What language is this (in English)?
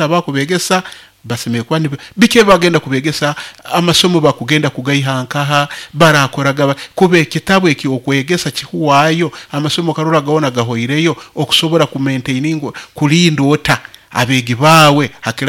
Nyoro